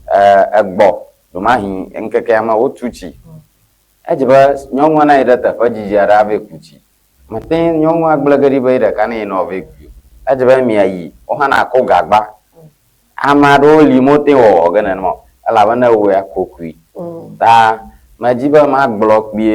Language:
Ewe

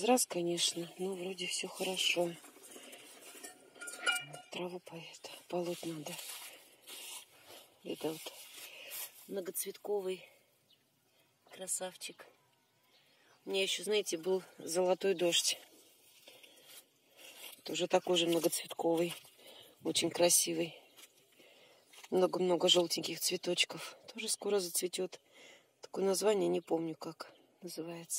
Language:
Russian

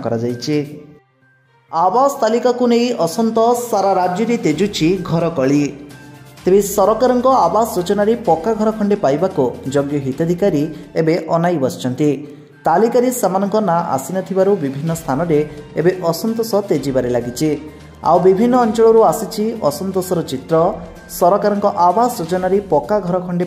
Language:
Odia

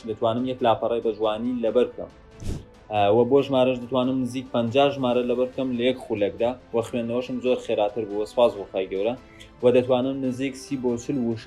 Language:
Central Kurdish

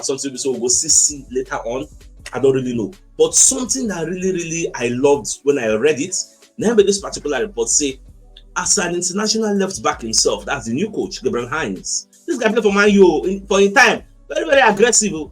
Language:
Nigerian Pidgin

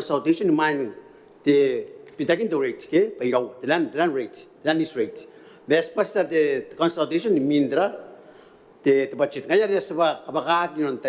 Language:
Gilbertese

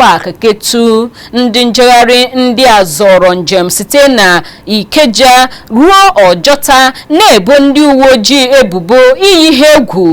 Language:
Igbo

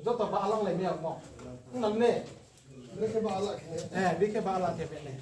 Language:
Riang (India)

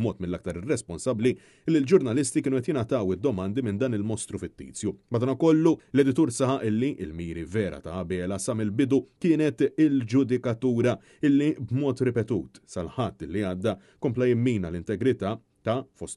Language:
Maltese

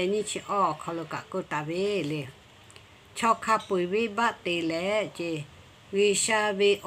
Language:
Lahu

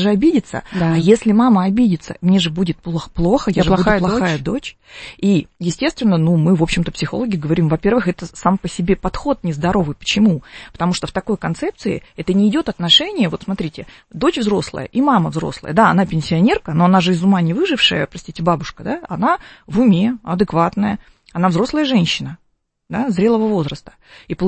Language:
Russian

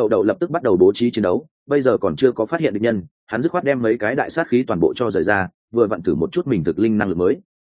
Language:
Vietnamese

